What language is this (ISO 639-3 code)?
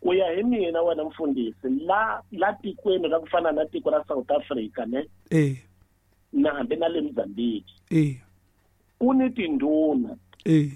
tso